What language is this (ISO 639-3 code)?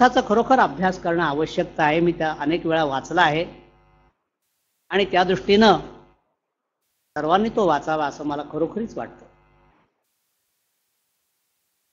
mar